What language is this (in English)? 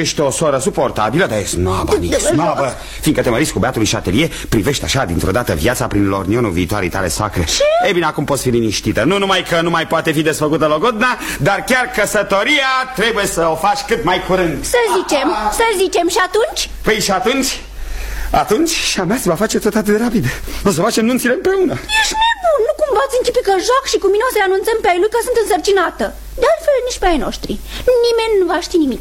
Romanian